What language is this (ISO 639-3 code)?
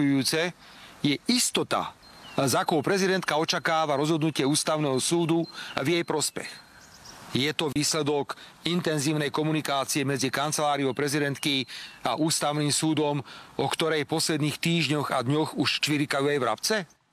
slk